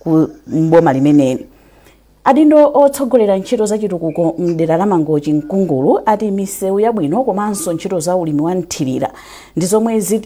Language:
Nyanja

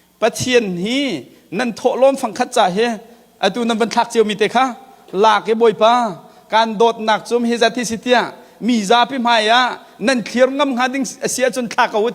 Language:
Hakha Chin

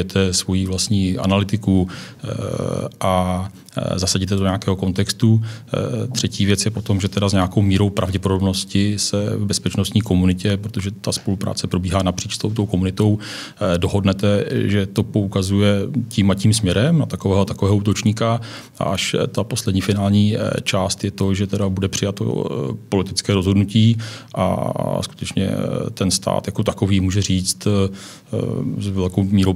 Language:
Czech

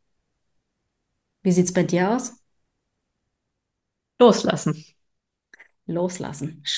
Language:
German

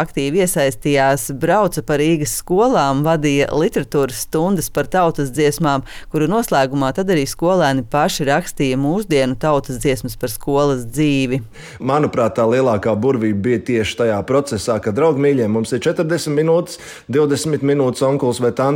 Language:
Latvian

